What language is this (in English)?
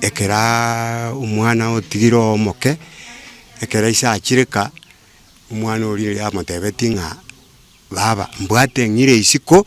Gusii